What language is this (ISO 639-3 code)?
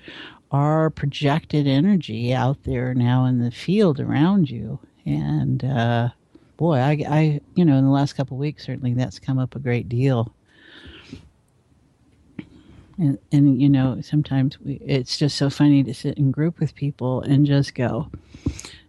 eng